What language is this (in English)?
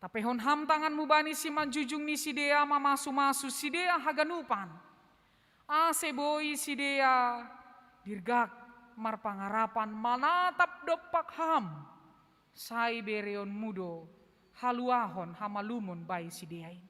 Batak Simalungun